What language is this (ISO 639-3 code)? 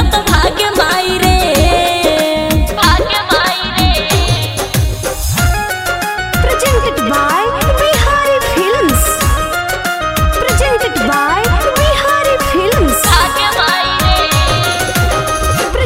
bho